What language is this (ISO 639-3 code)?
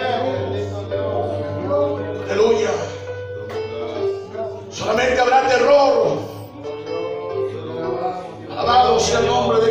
spa